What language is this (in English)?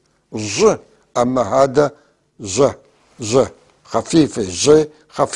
North Levantine Arabic